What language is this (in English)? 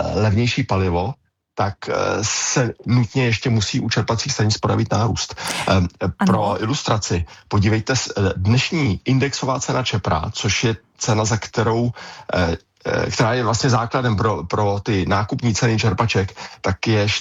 Czech